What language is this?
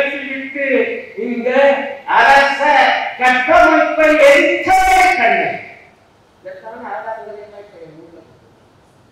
Tamil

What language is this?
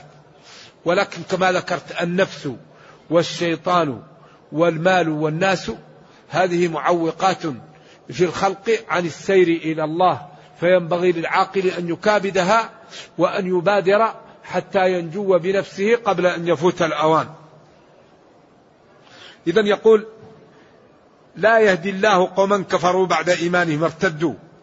Arabic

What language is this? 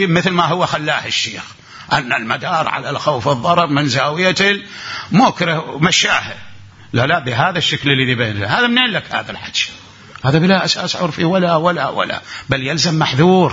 Mesopotamian Arabic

